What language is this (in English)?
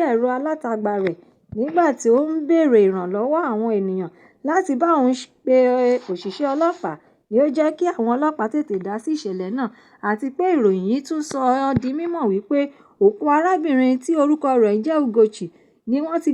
Yoruba